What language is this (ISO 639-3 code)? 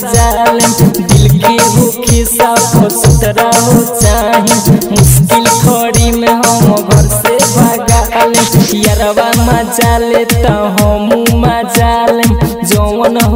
bho